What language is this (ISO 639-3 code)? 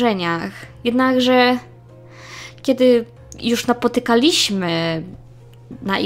pol